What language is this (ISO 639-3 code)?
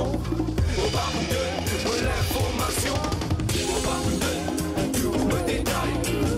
mfe